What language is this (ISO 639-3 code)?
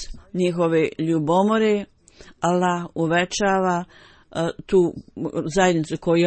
bos